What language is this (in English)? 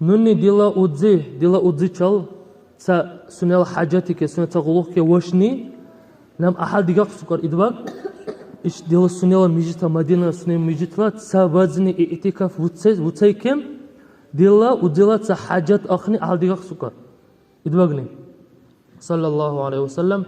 Dargwa